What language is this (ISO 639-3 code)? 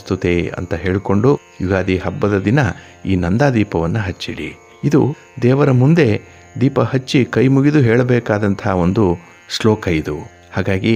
kan